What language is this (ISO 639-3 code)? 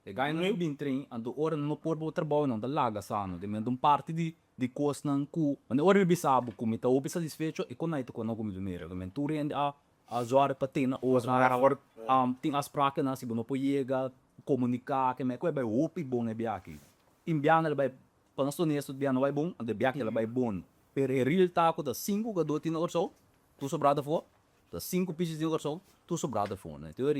pap